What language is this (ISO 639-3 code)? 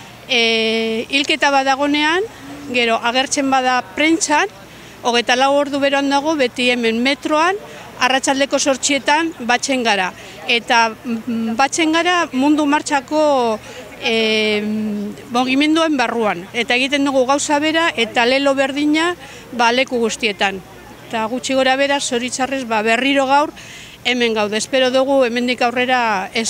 eus